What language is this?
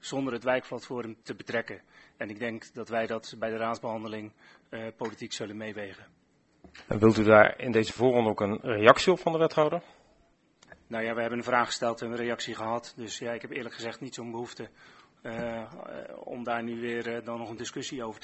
Dutch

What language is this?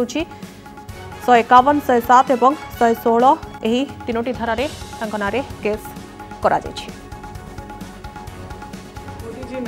Odia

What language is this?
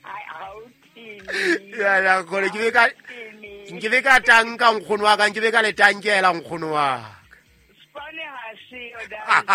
Southern Sotho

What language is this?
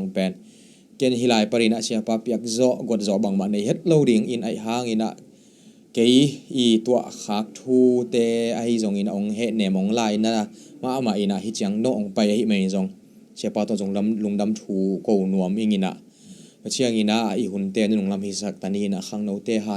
Tedim Chin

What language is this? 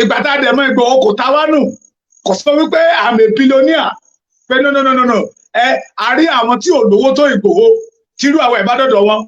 Yoruba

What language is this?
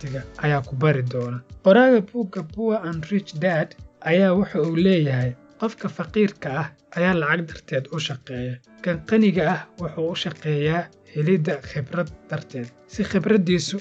Somali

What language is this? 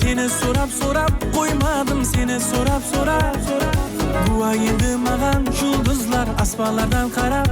Kara-Kalpak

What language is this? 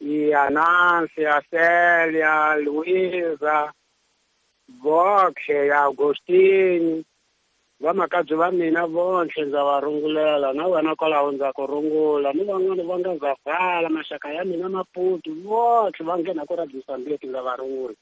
Tsonga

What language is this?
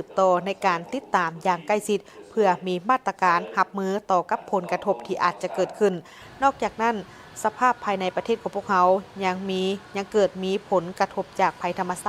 Lao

